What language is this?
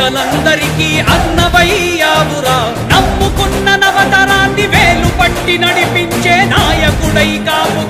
Telugu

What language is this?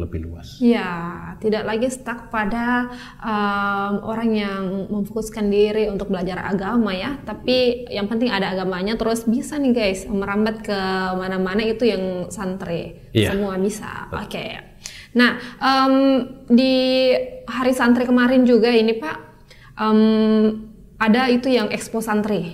Indonesian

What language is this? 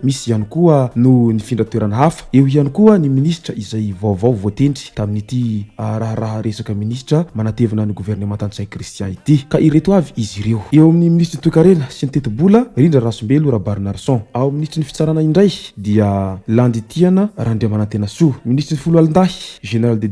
Malagasy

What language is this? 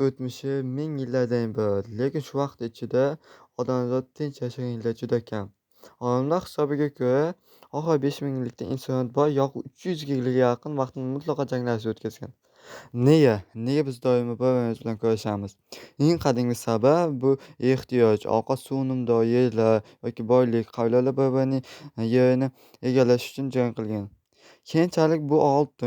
Uzbek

